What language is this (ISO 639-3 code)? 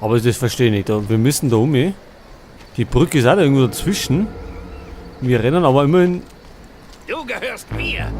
bar